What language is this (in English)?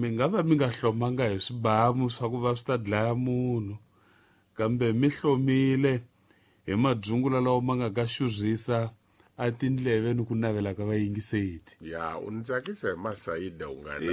Tsonga